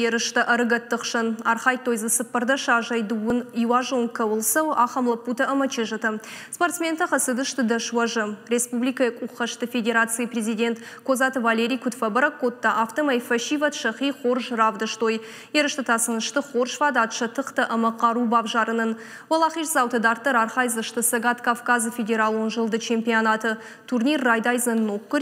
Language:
Ossetic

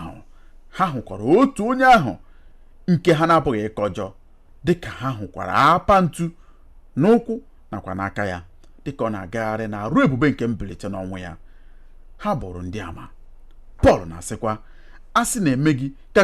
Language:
Igbo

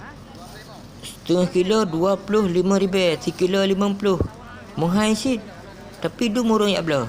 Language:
Achinese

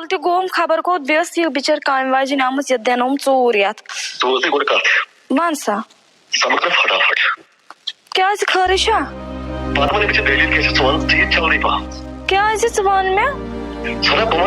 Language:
Kashmiri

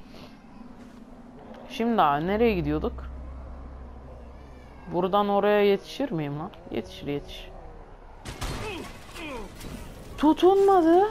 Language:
Turkish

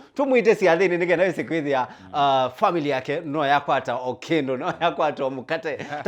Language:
Kamba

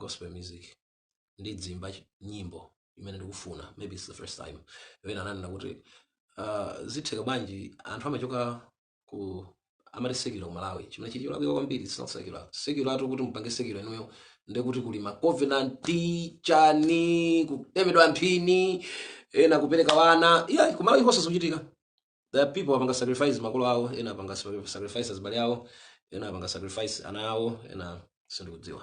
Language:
Nyanja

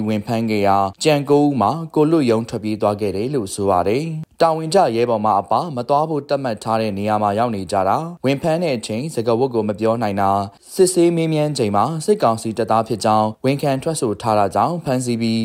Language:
Burmese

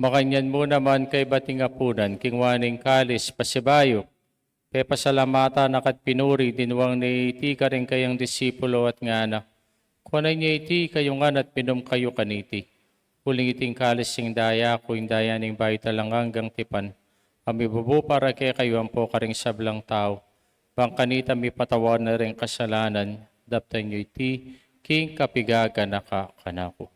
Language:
Pampanga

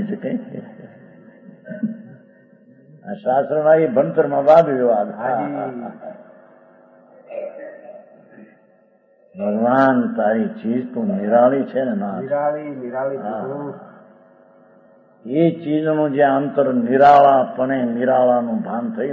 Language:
Gujarati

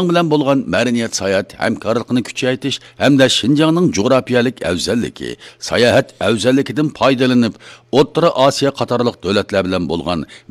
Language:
Uyghur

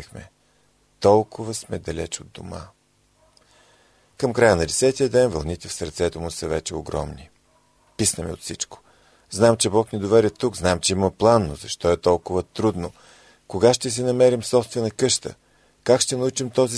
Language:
Bulgarian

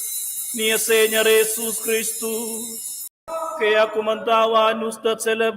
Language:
Romansh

